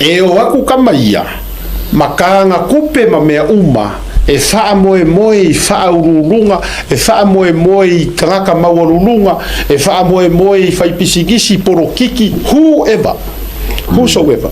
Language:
Samoan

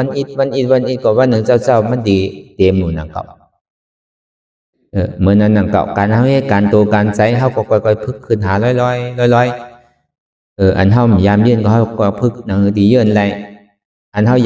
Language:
Shan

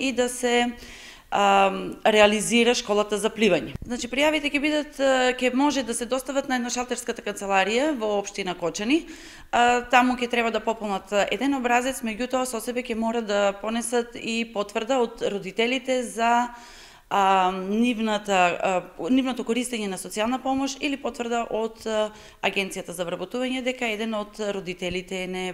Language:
Macedonian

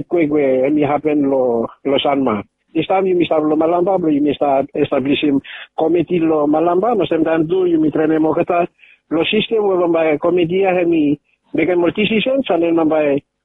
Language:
Bislama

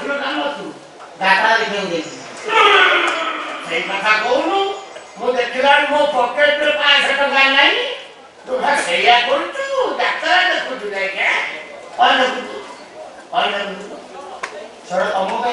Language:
Odia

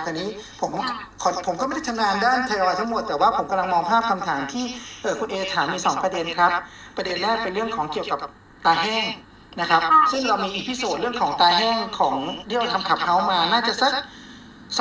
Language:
Thai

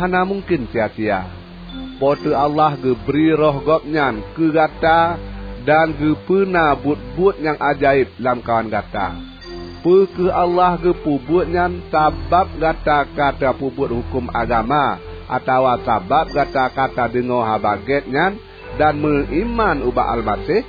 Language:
Achinese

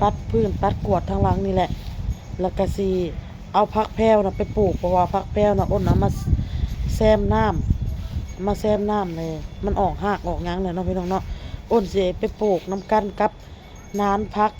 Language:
Lao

